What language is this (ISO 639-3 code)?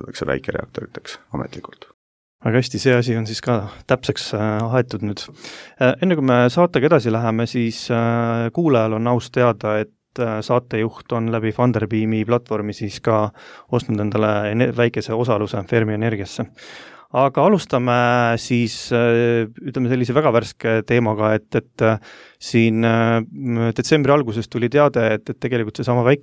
est